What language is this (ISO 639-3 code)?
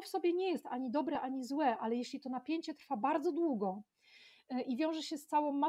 pol